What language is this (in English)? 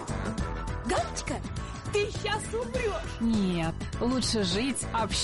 Russian